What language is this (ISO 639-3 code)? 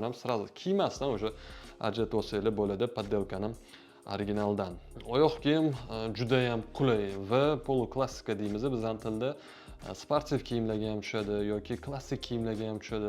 uzb